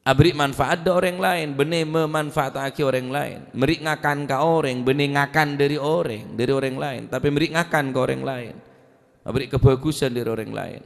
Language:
Madurese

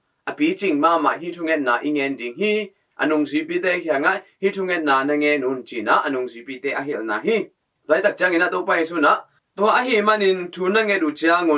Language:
Tedim Chin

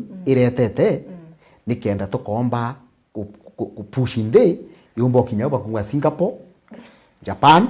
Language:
Meru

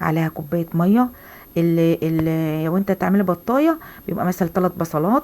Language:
Egyptian Arabic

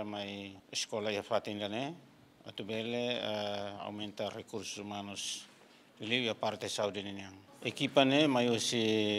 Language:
Tetum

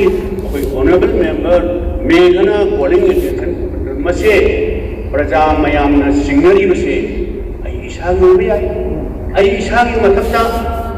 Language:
Manipuri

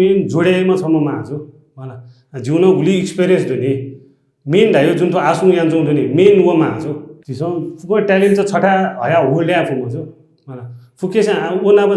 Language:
Newari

